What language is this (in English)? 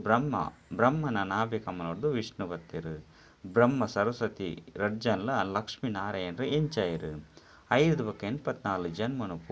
Tulu